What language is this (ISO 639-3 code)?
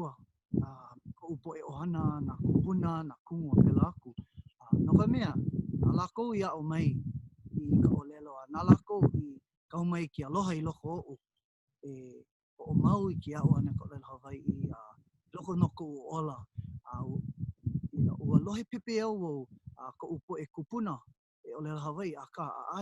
haw